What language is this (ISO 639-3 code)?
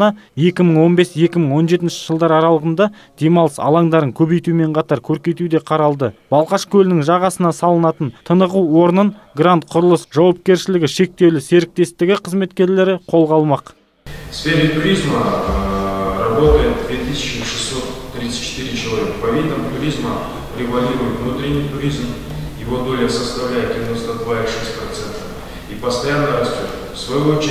kaz